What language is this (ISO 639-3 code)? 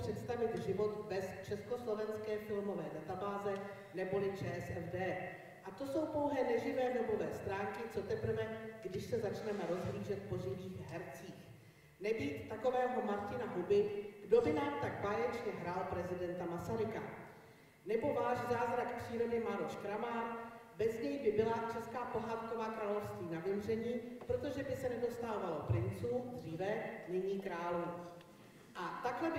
ces